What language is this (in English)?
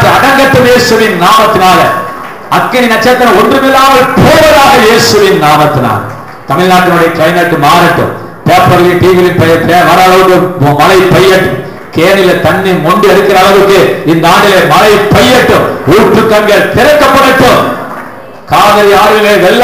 Tamil